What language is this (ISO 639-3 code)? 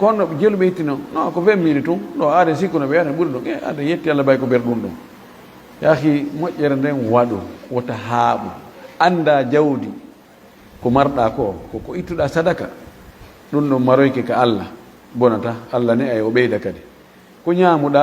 ful